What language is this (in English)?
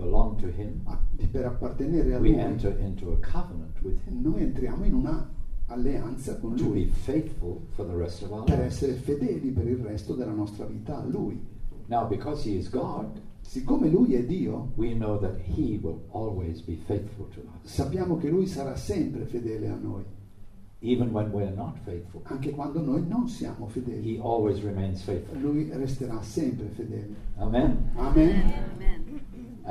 Italian